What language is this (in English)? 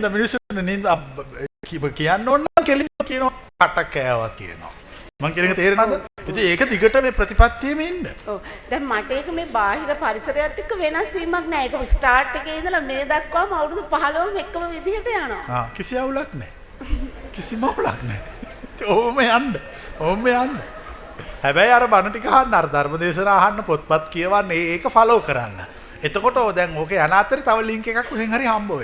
Sinhala